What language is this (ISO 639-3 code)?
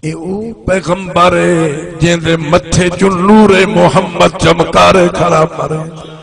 skr